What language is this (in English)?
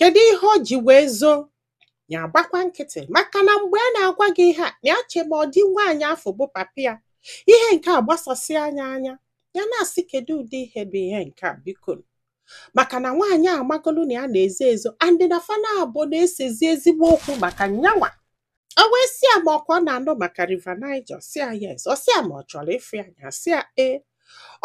Igbo